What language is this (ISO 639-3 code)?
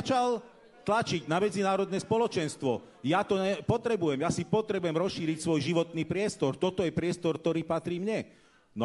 slk